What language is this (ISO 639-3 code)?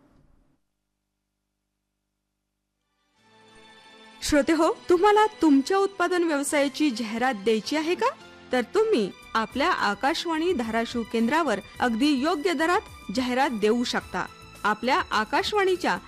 mar